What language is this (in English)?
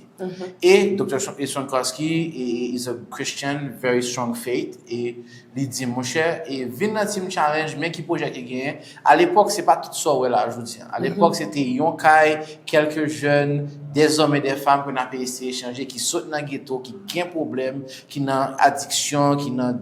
Haitian Creole